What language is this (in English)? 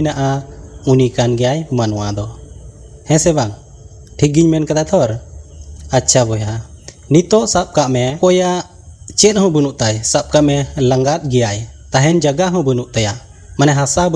Santali